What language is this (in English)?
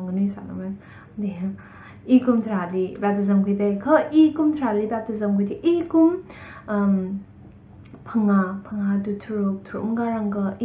Tangkhul Naga (India)